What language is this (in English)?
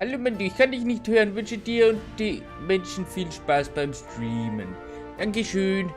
Bavarian